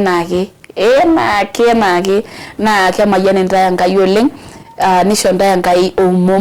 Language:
Masai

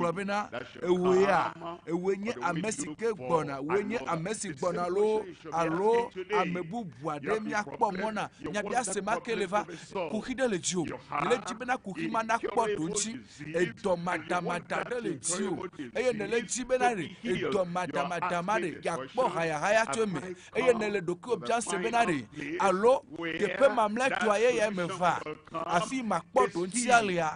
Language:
Ewe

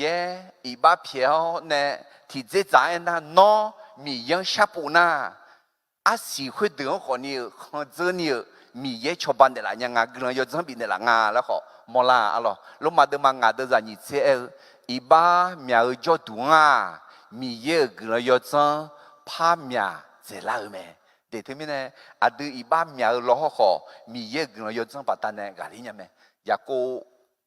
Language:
Akha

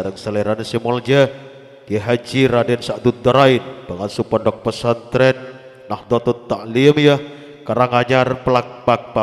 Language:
Madurese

